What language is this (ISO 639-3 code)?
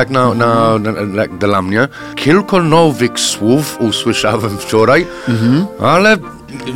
pol